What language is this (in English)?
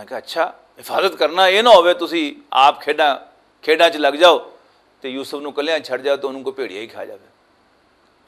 Western Panjabi